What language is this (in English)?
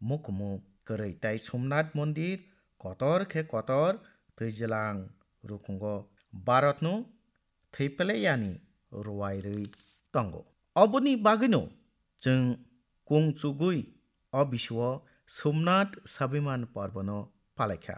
Kok Borok